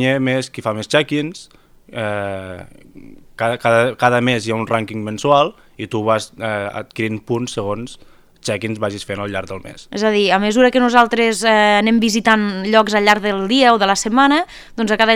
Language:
Catalan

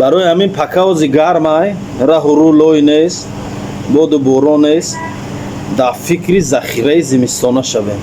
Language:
Tajik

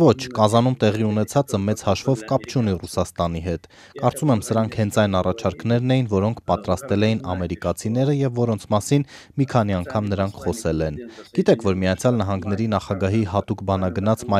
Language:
Armenian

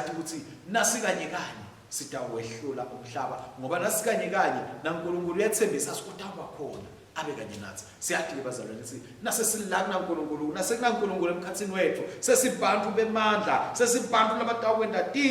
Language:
Swati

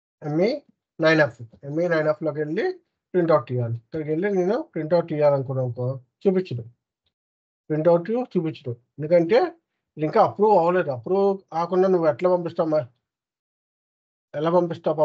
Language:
Telugu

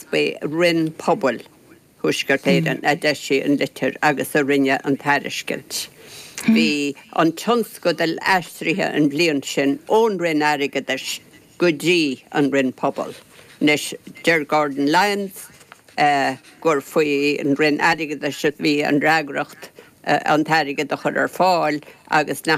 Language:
Irish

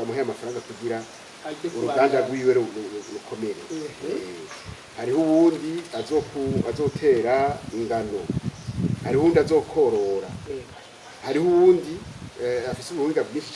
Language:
Rundi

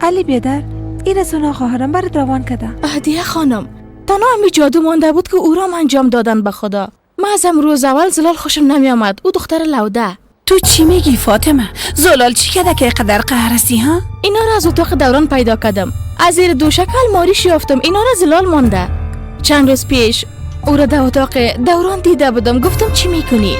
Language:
Persian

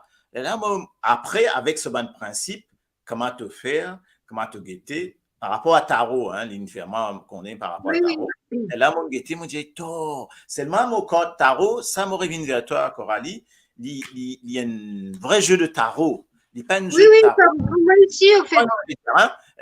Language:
Morisyen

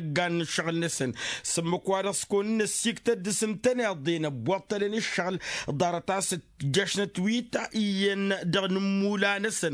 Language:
Tamasheq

